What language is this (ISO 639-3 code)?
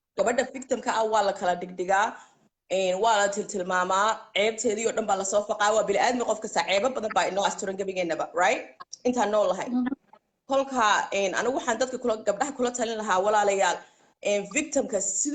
som